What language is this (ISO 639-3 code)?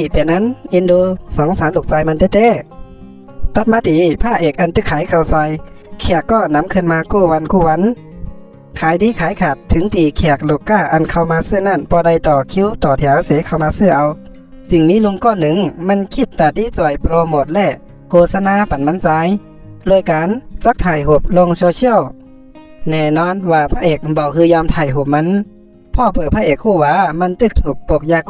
shn